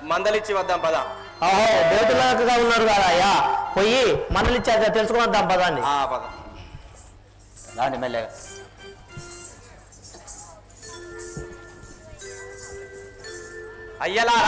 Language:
Telugu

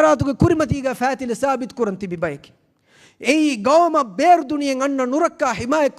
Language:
Divehi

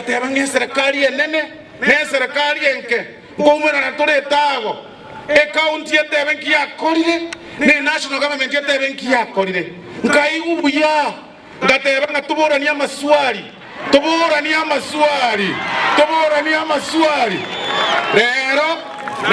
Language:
Gusii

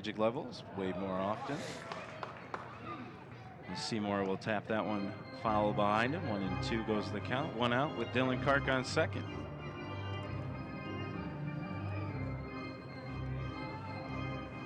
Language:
English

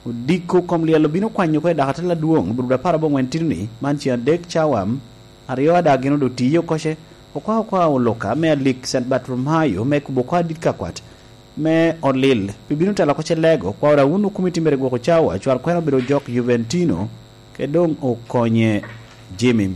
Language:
Lango (Uganda)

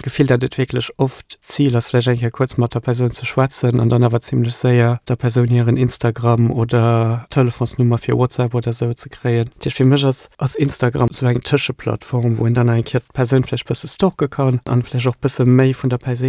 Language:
Luxembourgish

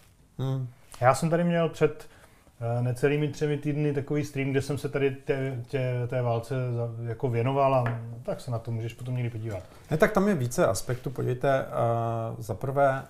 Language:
Czech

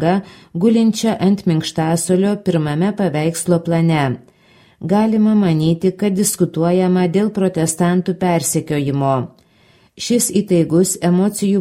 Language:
Lithuanian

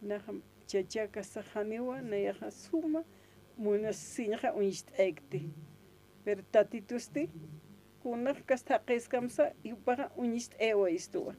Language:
Aymara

